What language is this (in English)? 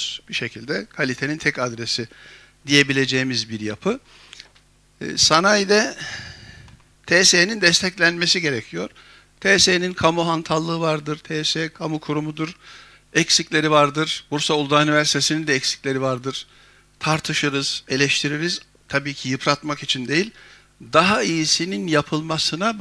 Turkish